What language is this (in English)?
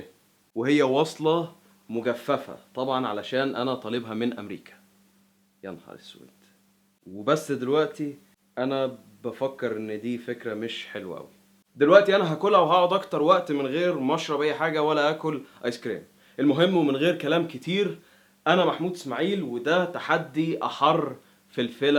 Egyptian Arabic